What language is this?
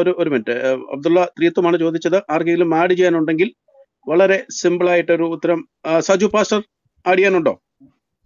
Malayalam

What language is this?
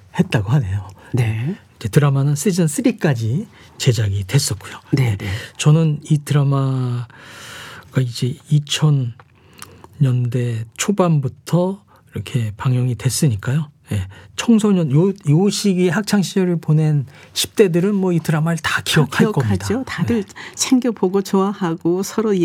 Korean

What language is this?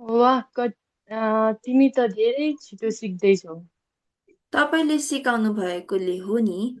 Nepali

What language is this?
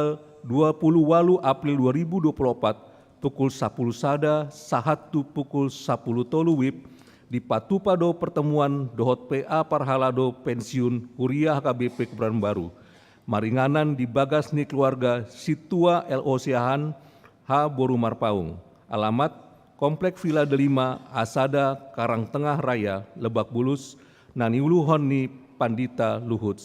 Batak Toba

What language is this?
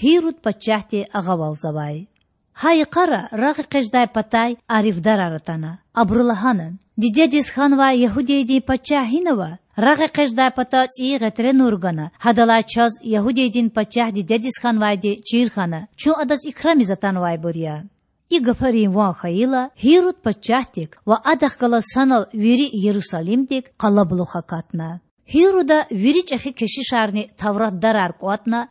Lezghian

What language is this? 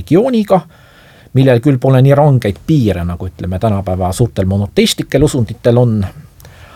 Estonian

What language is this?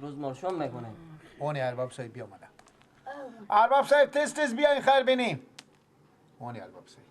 Persian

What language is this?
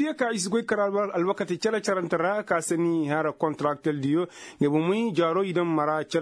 Koyraboro Senni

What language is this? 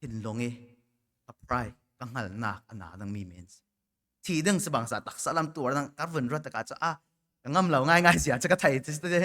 Falam Chin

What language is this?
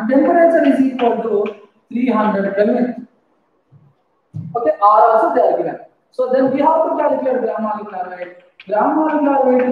English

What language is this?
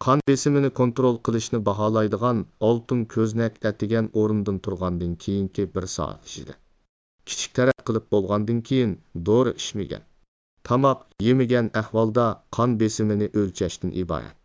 Uyghur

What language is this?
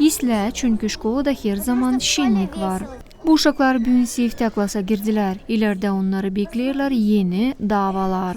Gagauz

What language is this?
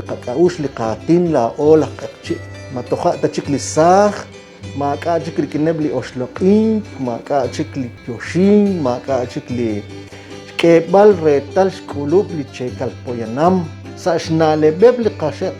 Kekchí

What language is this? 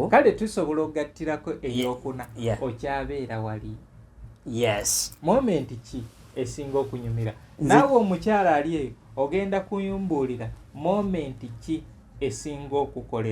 Ganda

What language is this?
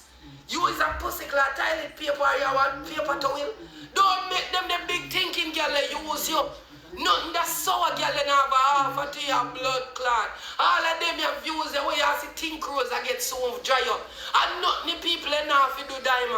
Jamaican Creole English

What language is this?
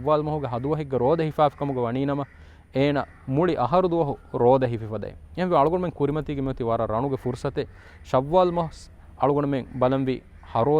Divehi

